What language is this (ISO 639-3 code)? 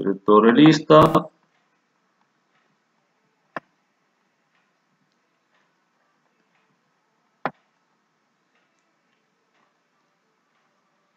ita